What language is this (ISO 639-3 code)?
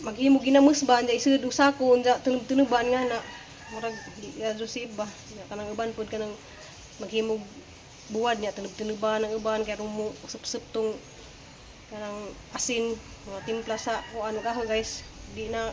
ceb